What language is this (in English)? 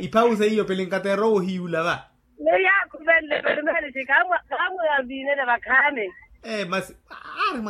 Makhuwa